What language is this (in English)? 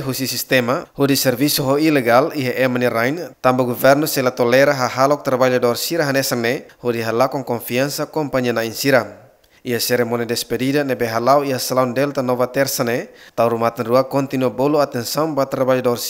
Tetum